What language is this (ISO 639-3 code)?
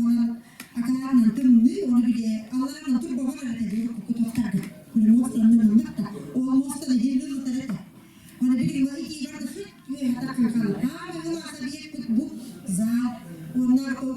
sah